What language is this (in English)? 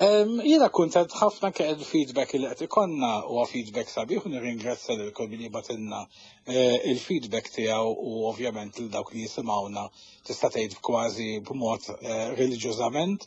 Maltese